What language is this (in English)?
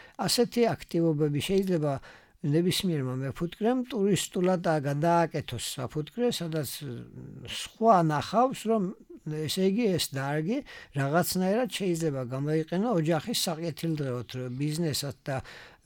Georgian